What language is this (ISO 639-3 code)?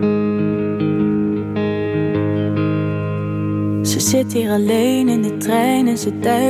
nld